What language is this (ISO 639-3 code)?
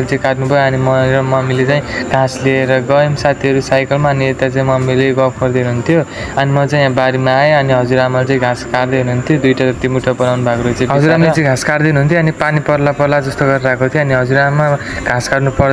nep